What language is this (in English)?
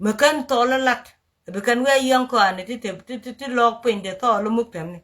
Nuer